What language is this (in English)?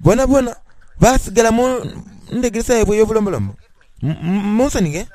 Soga